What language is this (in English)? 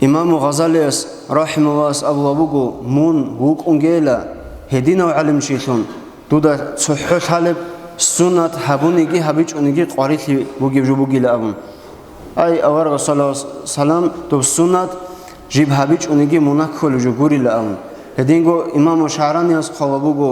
Avaric